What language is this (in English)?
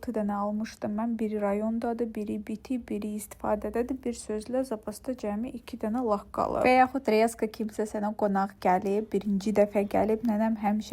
Azerbaijani